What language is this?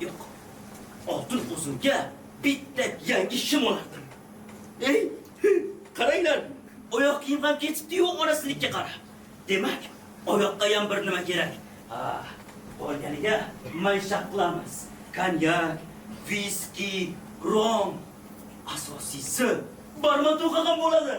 Uzbek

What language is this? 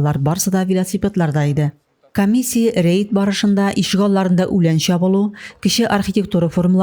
Tatar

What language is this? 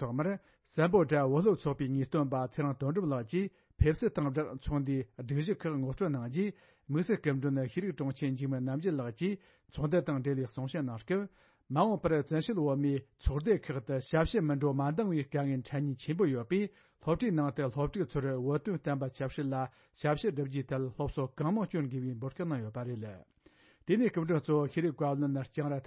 Tibetan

